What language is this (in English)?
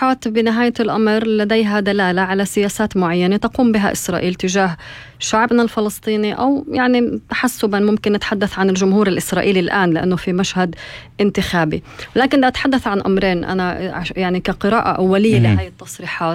North Levantine Arabic